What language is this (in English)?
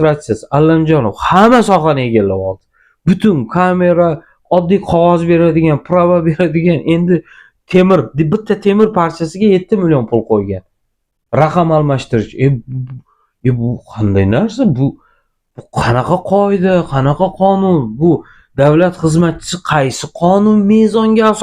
Uzbek